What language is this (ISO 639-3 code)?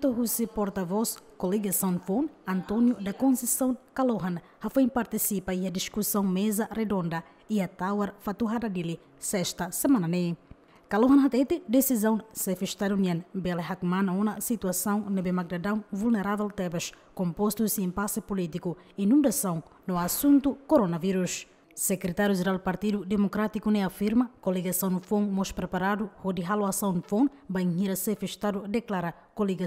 tet